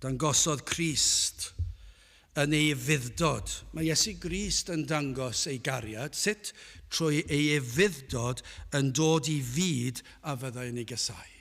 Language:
Welsh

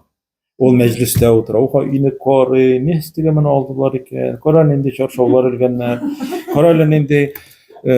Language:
Tatar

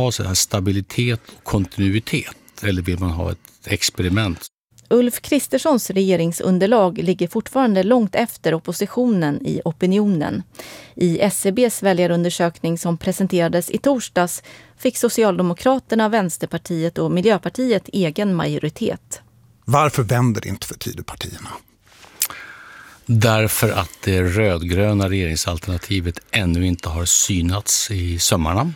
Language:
Swedish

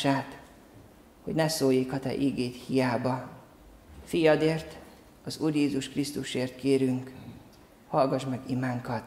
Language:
Hungarian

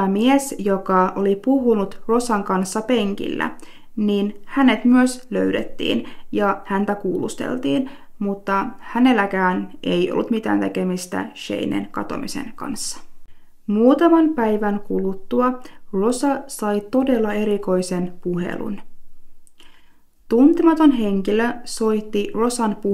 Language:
Finnish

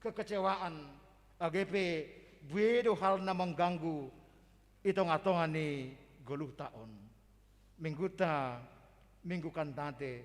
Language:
Batak Simalungun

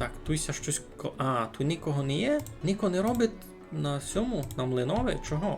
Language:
Rusyn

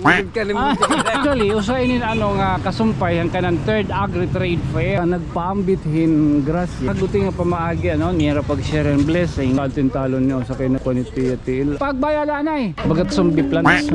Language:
Waray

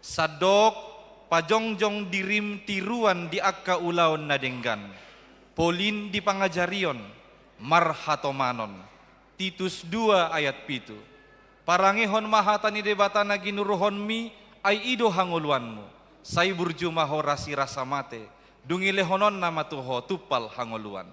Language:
Batak Toba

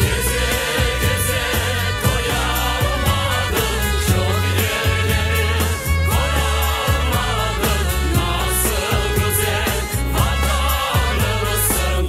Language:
Crimean Tatar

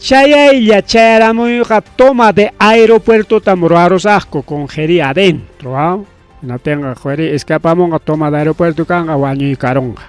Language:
Ayacucho Quechua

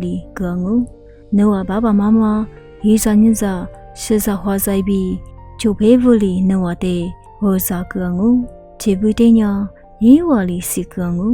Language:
Lisu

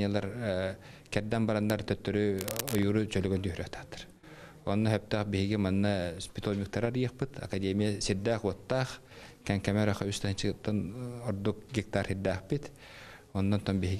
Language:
Yakut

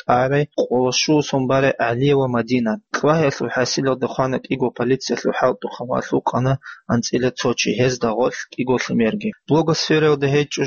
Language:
Avaric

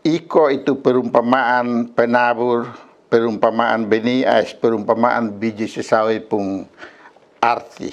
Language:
Kupang Malay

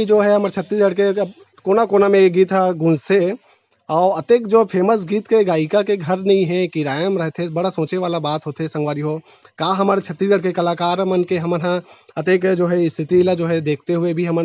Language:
Chhattisgarhi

